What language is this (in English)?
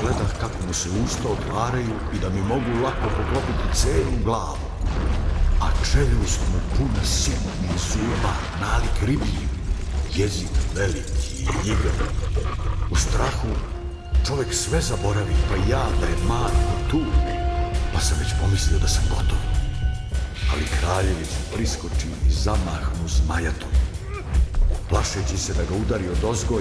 Serbian